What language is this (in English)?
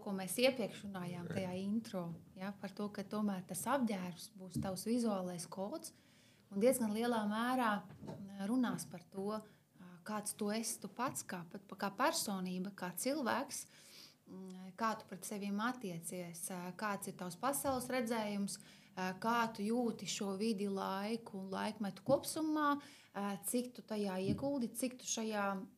Latvian